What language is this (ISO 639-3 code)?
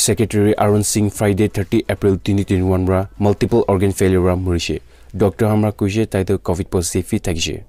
nag